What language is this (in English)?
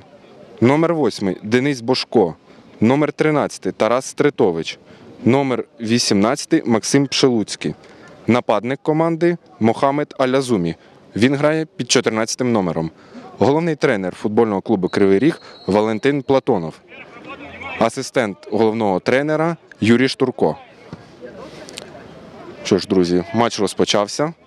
Ukrainian